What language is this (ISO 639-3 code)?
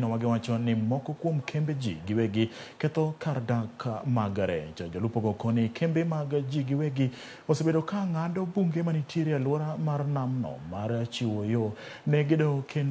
luo